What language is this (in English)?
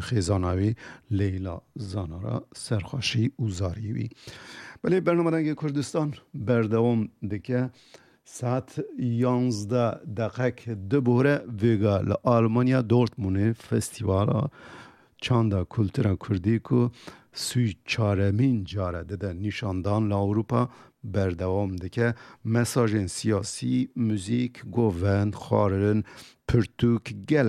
Kurdish